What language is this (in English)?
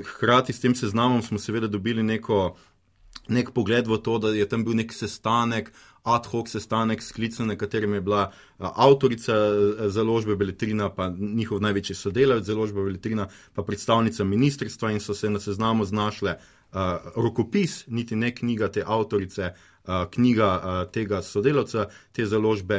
Slovenian